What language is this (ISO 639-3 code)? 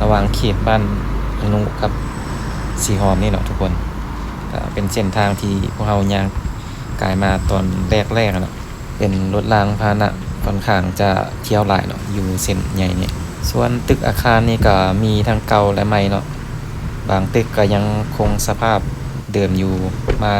lao